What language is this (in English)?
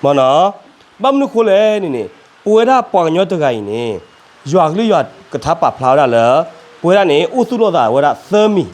S'gaw Karen